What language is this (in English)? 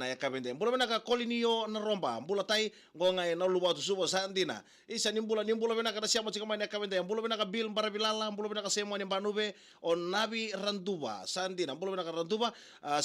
Fijian